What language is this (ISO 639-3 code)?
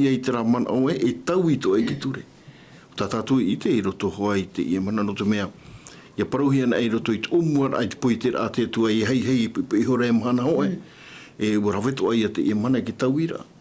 tah